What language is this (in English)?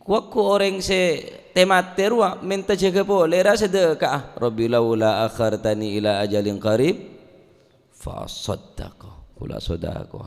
Madurese